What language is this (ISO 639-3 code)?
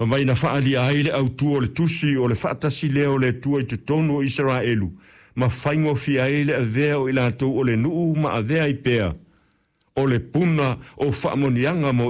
smo